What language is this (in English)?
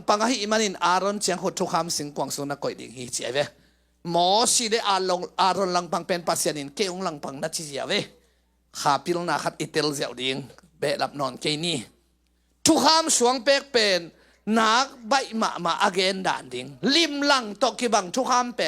Tedim Chin